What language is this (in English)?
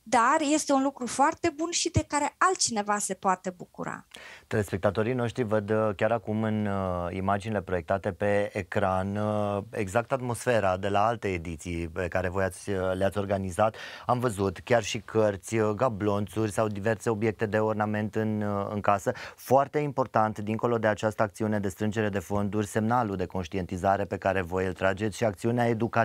Romanian